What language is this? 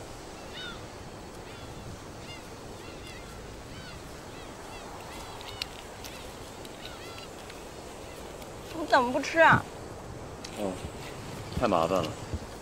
Chinese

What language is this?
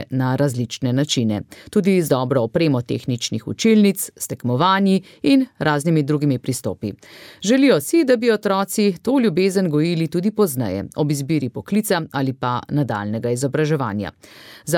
Slovenian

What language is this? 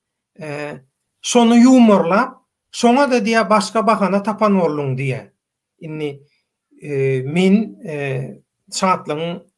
Turkmen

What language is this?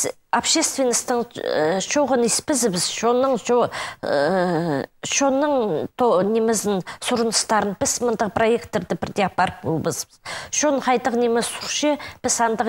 Khakas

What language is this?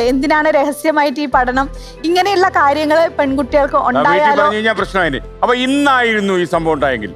Malayalam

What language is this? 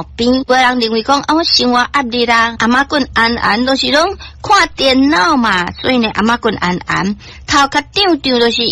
Min Nan Chinese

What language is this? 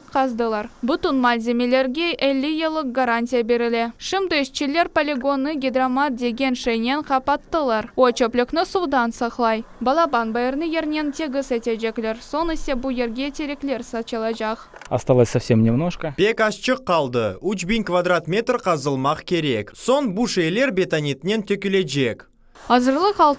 Crimean Tatar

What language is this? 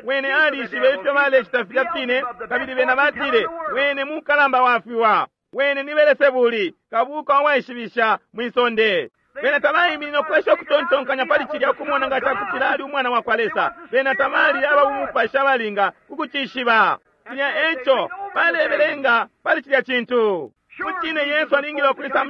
Bemba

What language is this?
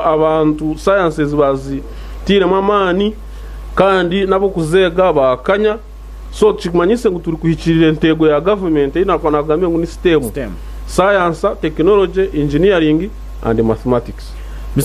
Nyankole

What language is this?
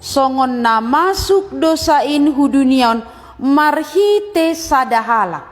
Batak Simalungun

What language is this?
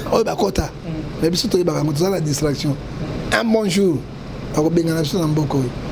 Lingala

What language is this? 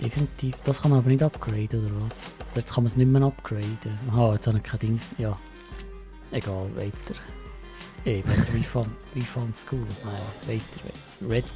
Swiss German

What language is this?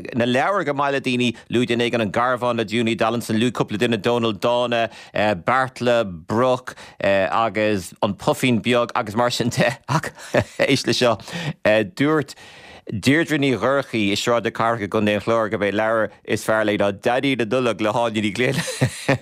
Irish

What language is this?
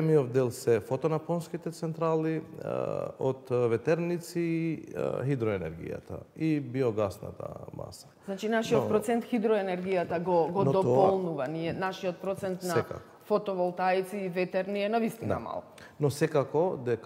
Macedonian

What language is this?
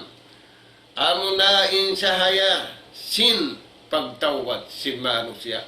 Tausug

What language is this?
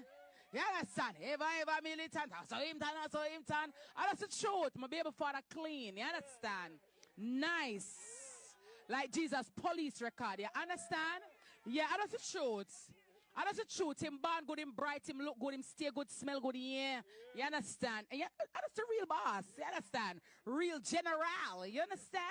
Jamaican Creole English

